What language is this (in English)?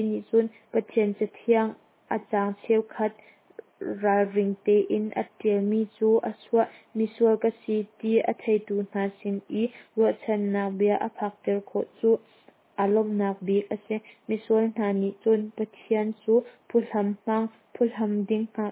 Hakha Chin